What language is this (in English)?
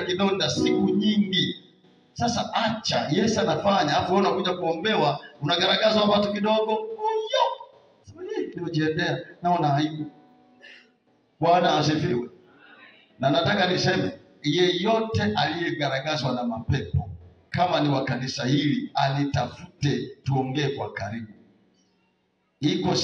Swahili